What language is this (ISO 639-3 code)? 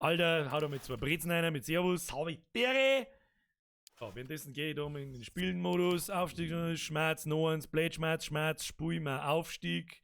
bar